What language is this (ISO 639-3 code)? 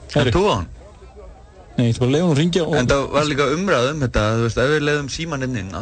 isl